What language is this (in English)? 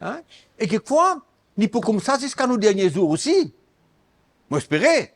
Morisyen